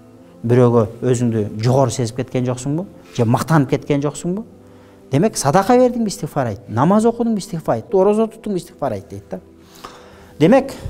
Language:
Kyrgyz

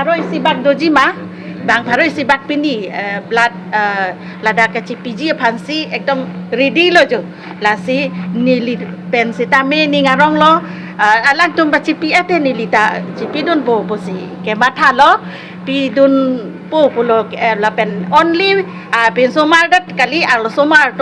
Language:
Karbi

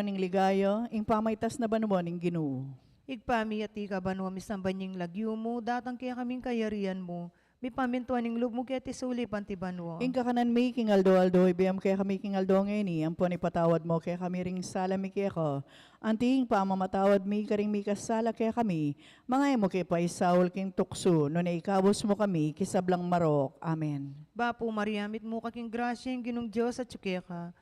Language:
Pampanga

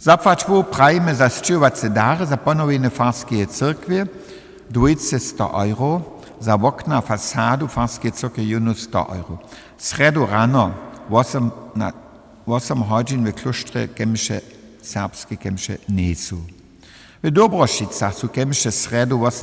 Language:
Upper Sorbian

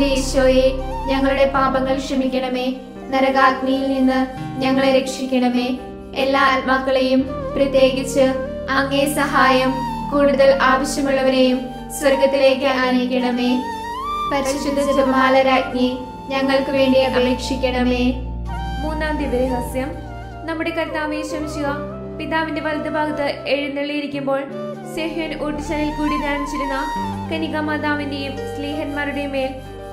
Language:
Malayalam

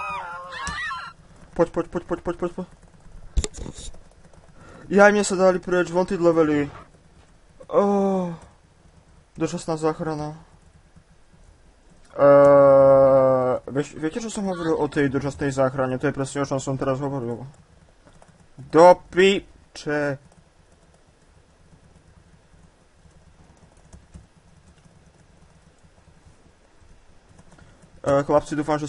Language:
Slovak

